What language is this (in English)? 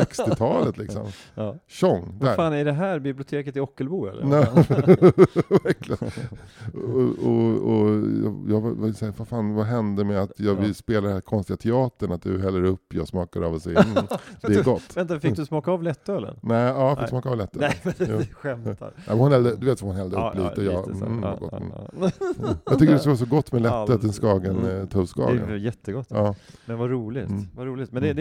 Swedish